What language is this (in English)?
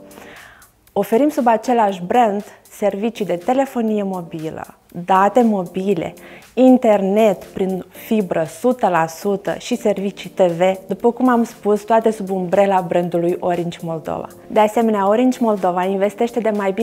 Romanian